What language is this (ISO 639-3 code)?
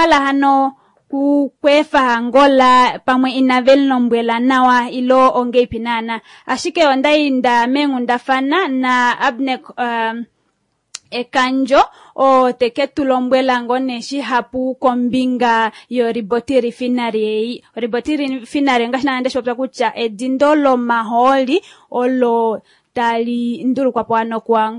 kua